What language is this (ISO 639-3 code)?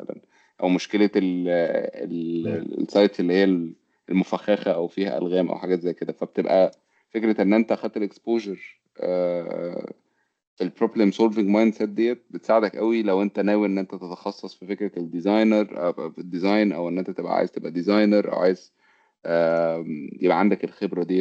arz